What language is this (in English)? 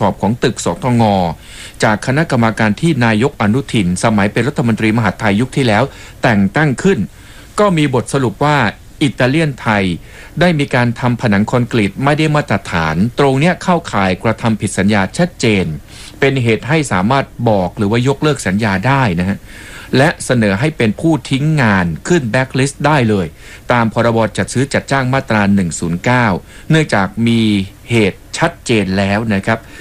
Thai